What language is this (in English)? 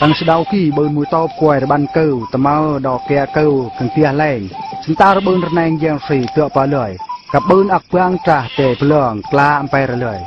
Eastern Bru